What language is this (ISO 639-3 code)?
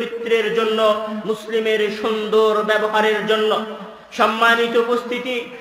ben